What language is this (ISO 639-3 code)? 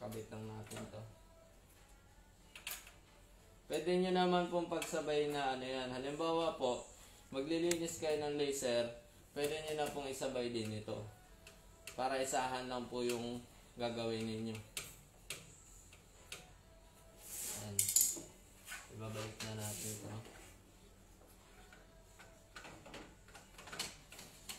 fil